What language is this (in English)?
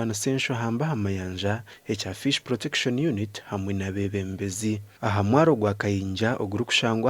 Nyankole